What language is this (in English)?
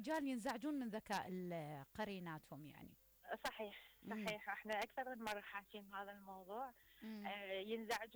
Mesopotamian Arabic